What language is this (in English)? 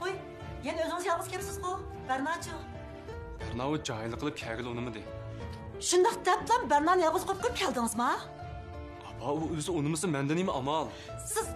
Uyghur